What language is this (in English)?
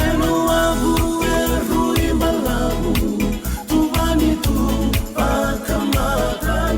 Fijian